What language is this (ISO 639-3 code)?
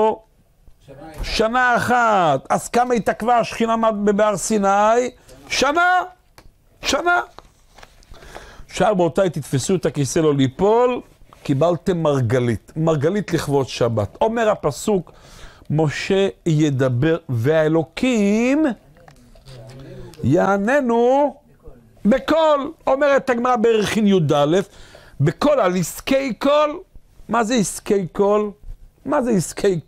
heb